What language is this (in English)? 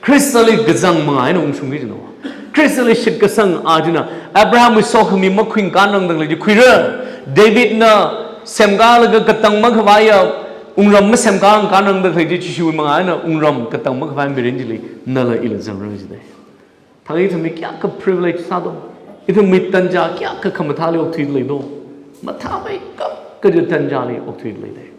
Tangkhul Naga (India)